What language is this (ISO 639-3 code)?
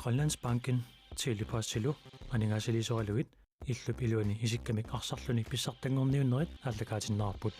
kal